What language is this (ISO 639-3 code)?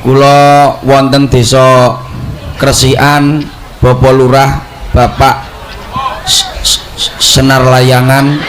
jav